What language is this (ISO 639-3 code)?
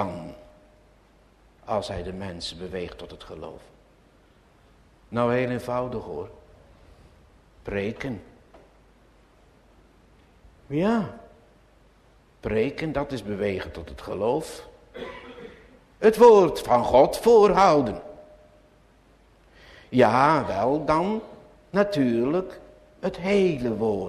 nld